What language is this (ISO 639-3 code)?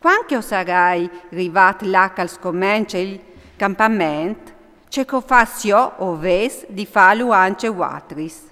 fur